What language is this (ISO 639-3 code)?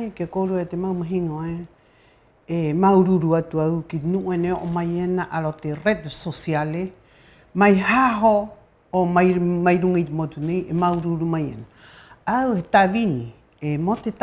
rap